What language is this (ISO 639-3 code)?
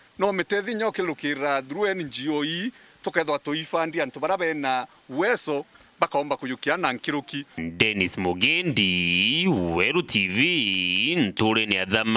mer